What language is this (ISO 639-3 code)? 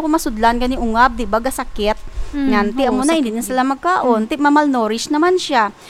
hil